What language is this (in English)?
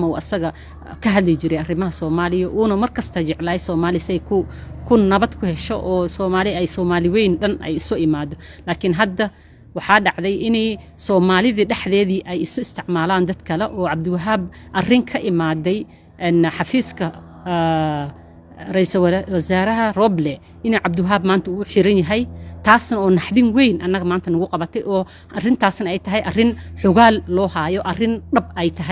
Somali